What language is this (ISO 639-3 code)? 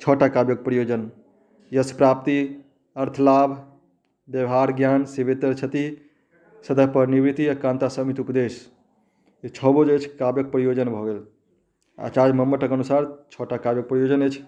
mai